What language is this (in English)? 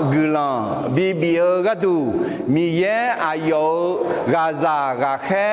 Akha